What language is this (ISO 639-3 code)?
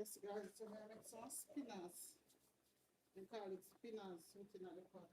jam